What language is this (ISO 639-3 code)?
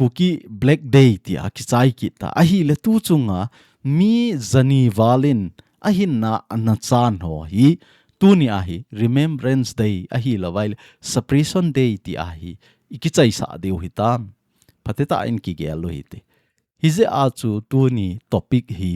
tcz